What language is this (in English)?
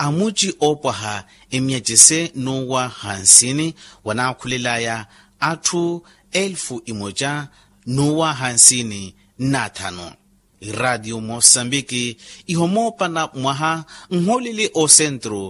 Makhuwa